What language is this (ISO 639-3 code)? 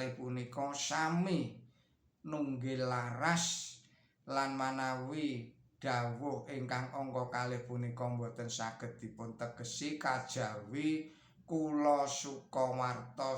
jav